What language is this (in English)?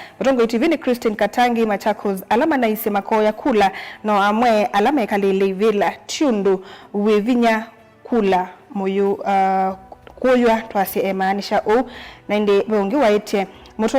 Kamba